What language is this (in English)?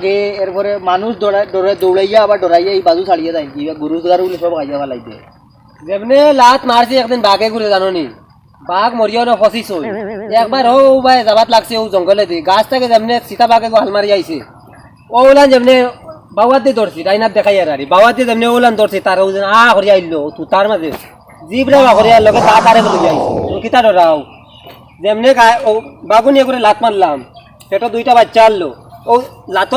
Sylheti